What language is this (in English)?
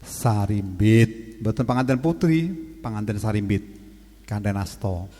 Javanese